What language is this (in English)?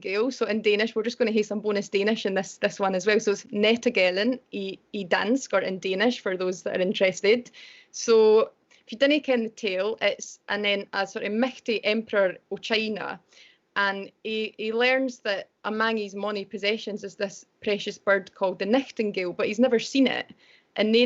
Scots